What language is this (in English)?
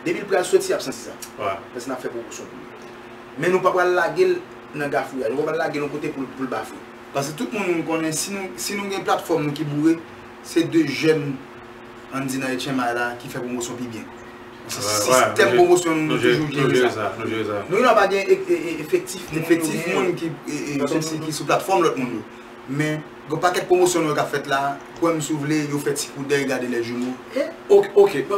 Haitian Creole